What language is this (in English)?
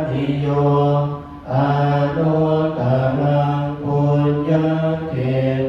Pali